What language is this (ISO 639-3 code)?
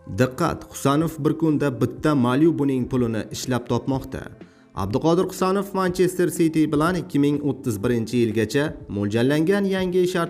uzb